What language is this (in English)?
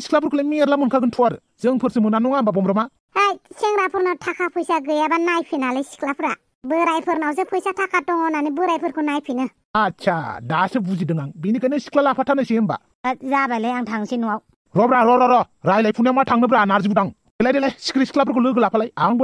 Bodo